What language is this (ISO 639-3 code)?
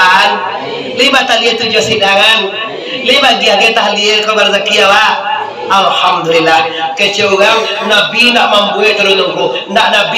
min